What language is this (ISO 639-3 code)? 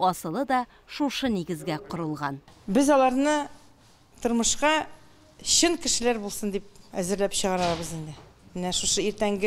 tat